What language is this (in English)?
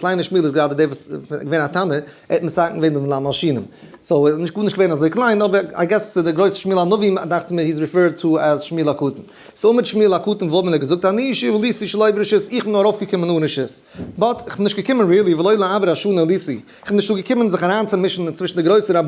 Yiddish